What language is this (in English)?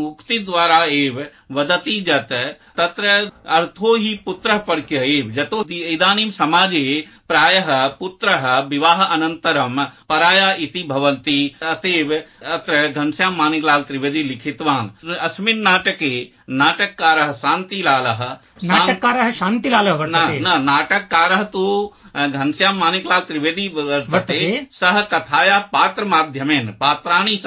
Sanskrit